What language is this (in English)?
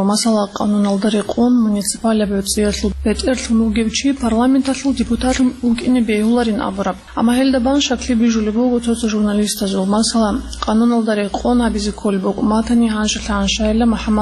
Avaric